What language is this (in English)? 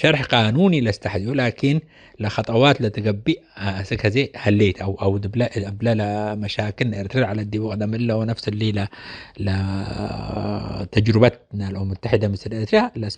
Tigre